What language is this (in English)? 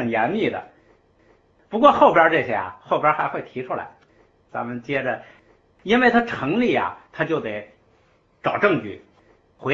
Chinese